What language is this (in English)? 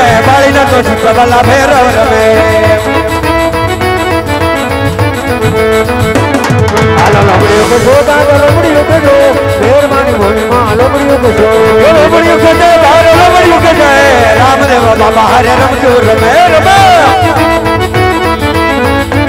Gujarati